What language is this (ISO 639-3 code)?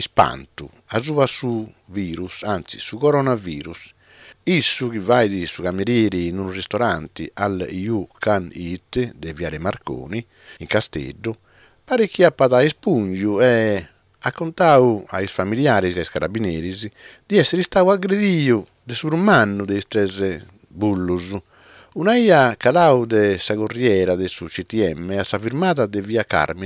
srd